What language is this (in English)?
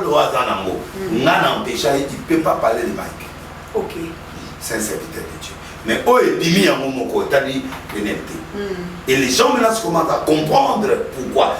Lingala